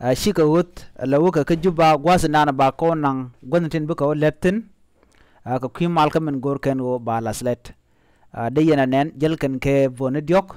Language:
Nuer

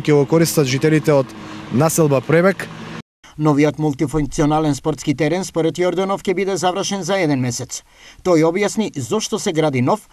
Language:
Macedonian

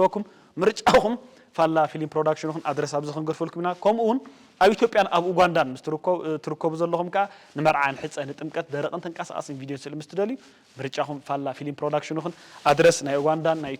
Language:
Tigrinya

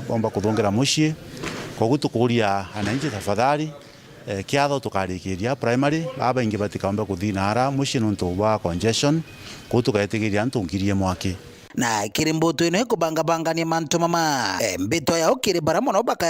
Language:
Meru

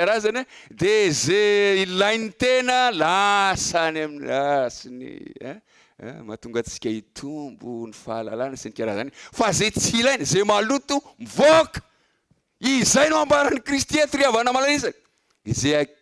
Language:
Malagasy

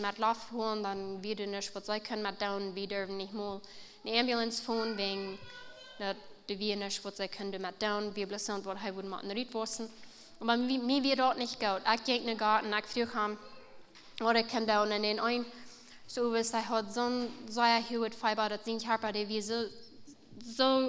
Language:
Plautdietsch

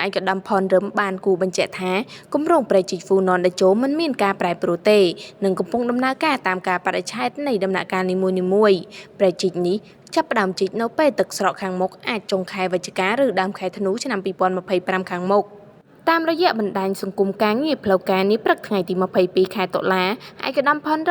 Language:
Khmer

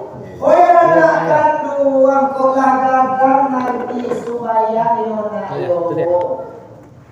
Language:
Minangkabau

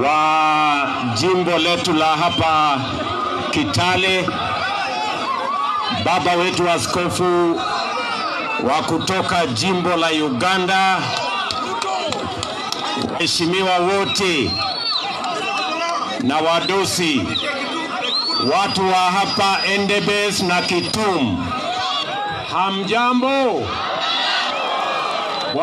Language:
Swahili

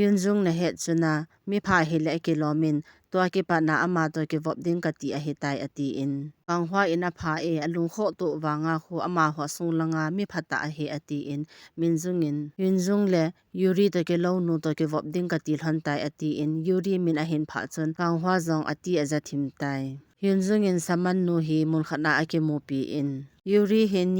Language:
Thado Chin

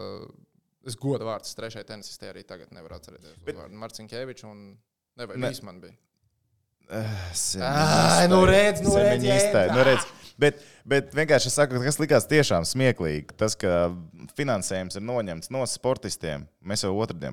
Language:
Latvian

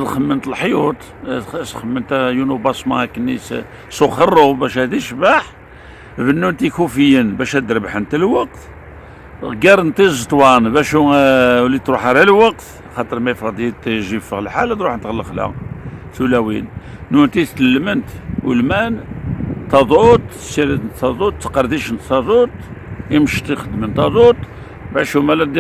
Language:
Kabyle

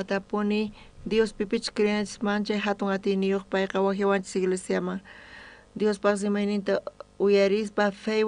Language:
South Bolivian Quechua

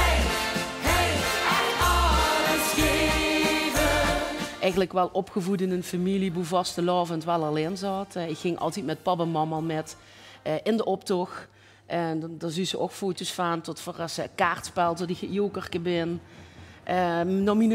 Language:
Limburgish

